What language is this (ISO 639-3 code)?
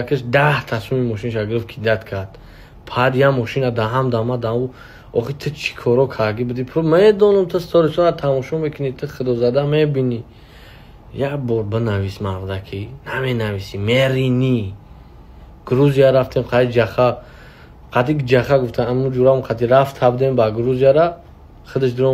tgk